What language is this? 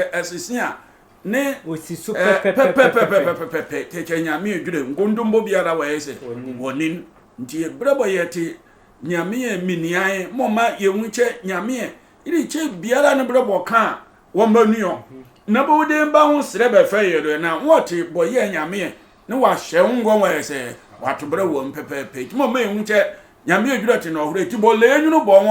Sehwi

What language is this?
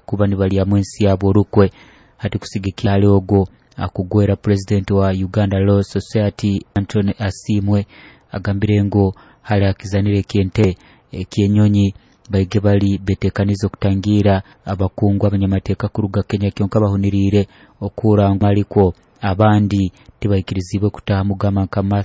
Nyoro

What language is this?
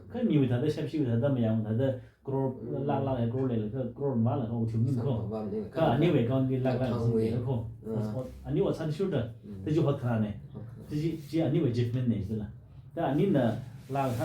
Tangkhul Naga (India)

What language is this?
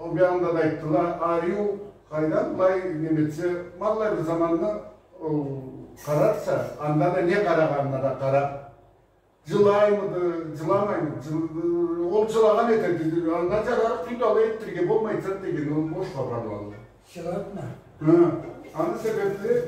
Karachay-Balkar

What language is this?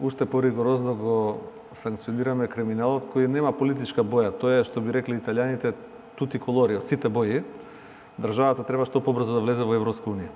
Macedonian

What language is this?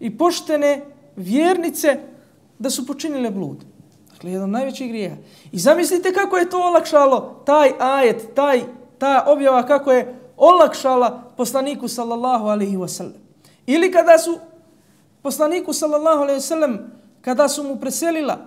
Bosnian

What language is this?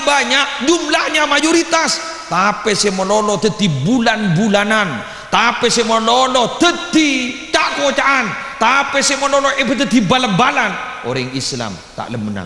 Madurese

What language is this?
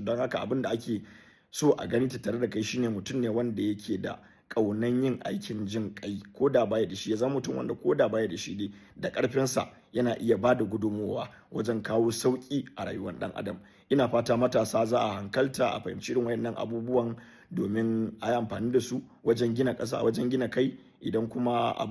Hausa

